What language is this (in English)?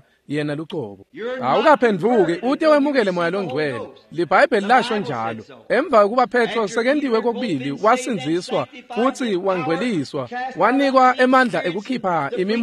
Swati